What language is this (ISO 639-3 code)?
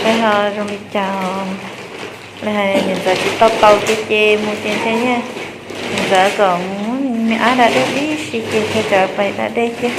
hmn